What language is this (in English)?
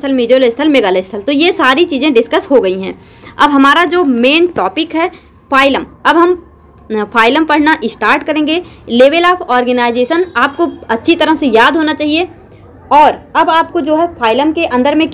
Hindi